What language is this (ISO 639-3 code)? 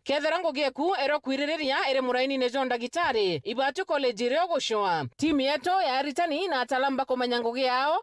mer